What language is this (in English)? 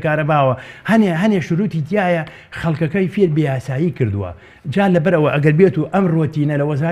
Central Kurdish